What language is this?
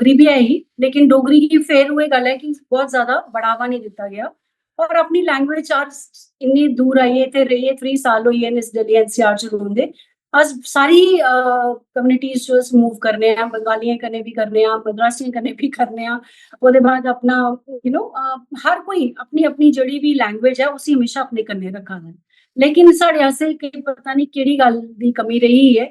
Dogri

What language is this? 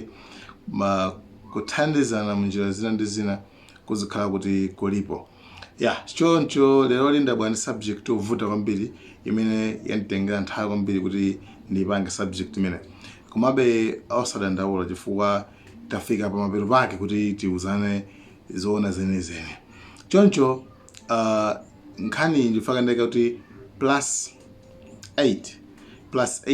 Nyanja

